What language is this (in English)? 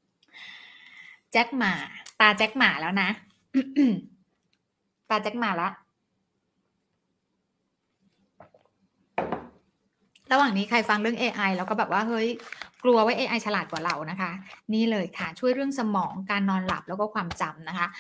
Thai